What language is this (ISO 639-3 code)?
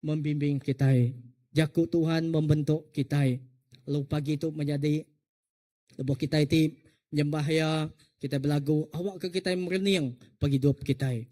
iba